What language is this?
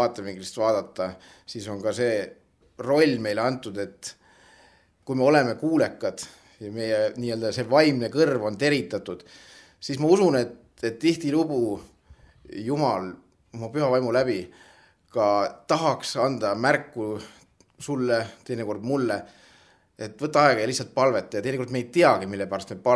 Estonian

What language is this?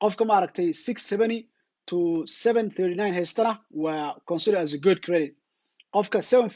Somali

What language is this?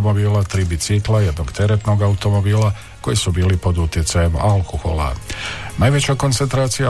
Croatian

